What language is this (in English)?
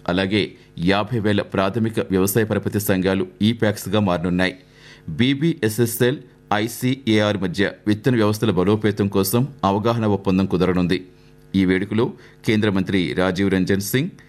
Telugu